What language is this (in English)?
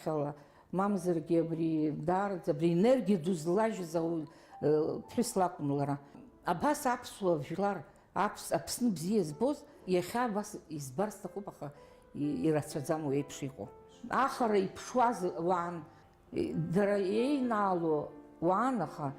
Abkhazian